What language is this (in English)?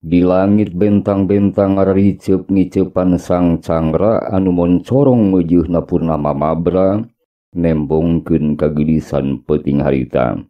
Sundanese